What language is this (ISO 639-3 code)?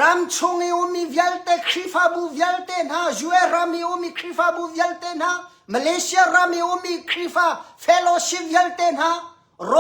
cnh